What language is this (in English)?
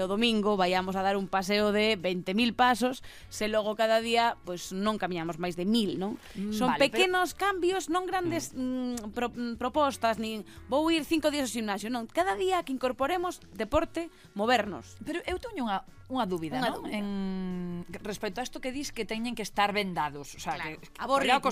Galician